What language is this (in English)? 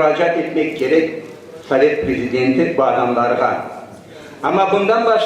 Crimean Tatar